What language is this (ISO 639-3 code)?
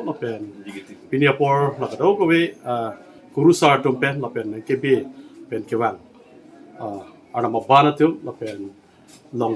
mjw